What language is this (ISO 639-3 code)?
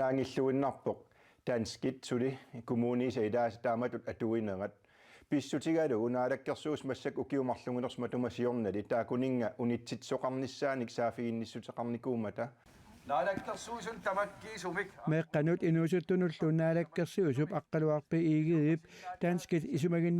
kal